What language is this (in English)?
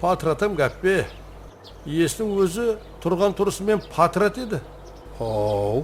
Kara-Kalpak